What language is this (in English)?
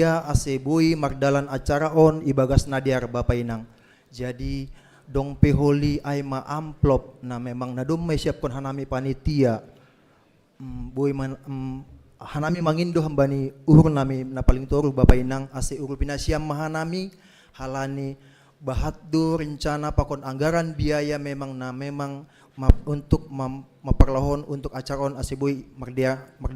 Batak Simalungun